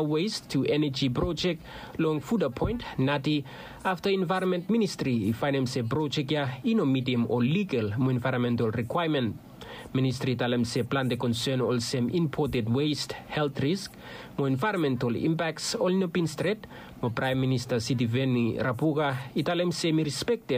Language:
Bislama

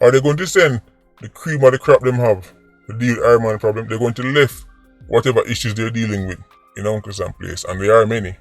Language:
Jamaican Creole English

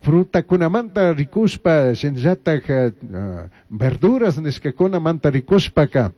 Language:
Chimborazo Highland Quichua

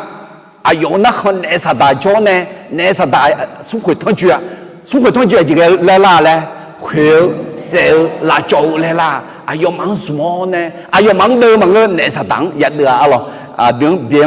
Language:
Akha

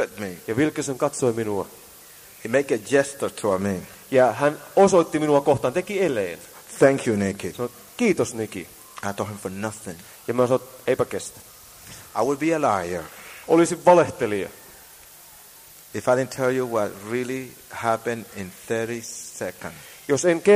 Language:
Finnish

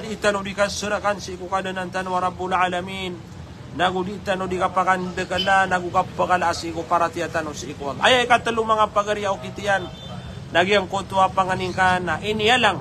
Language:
Maranao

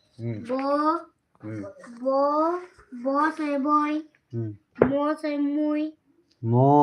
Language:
Santali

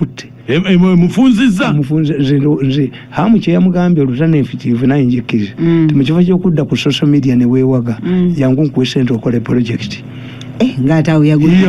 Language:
Ganda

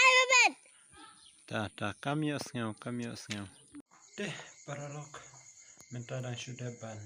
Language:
Khasi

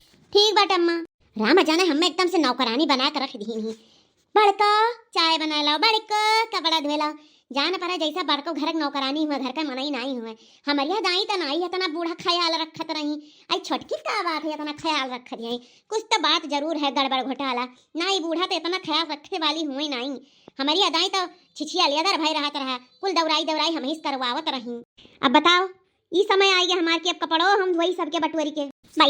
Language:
Awadhi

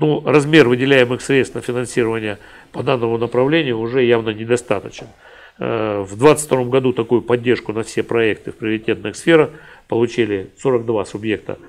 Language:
Russian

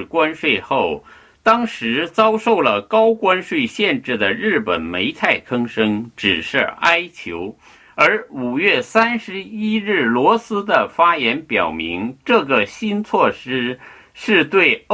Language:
Chinese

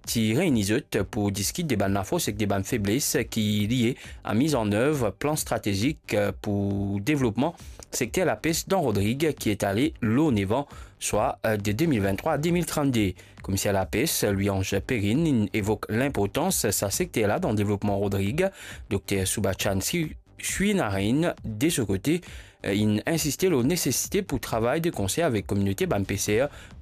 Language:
Morisyen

